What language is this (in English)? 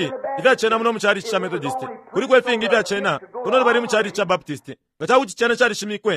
Bemba